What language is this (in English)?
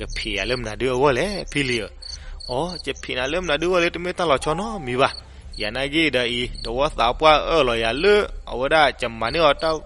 S'gaw Karen